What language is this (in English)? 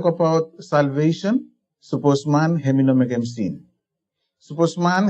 Bislama